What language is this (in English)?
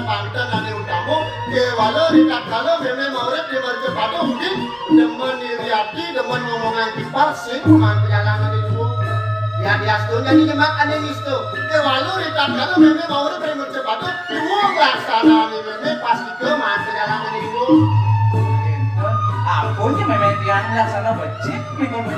Balinese